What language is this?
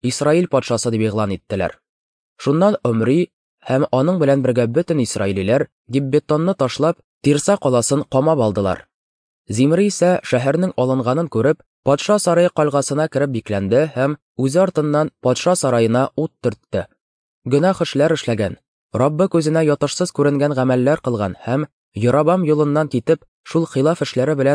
Tatar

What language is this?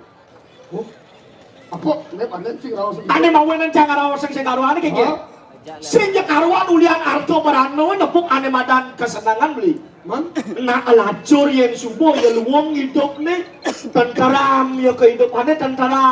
Balinese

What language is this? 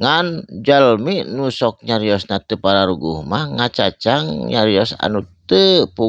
Sundanese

